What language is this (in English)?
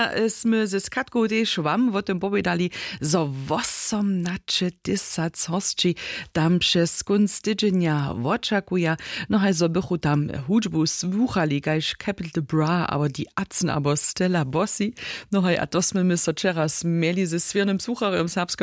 Upper Sorbian